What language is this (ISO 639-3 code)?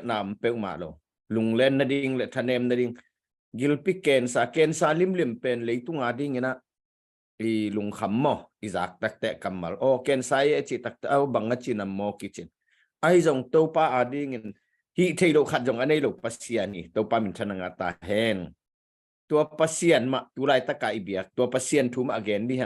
ctd